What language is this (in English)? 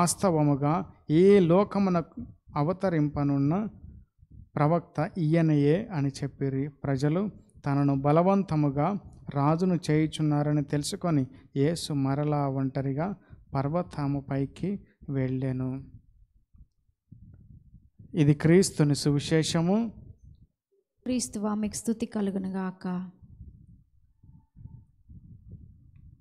Telugu